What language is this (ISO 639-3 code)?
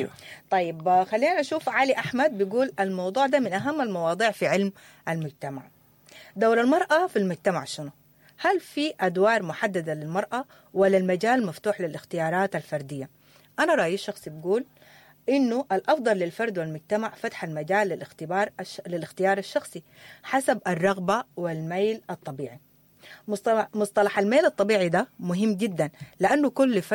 apd